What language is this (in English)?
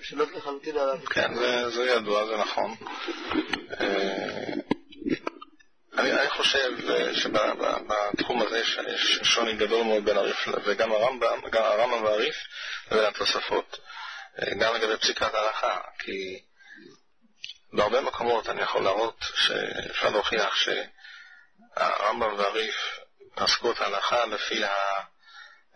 Hebrew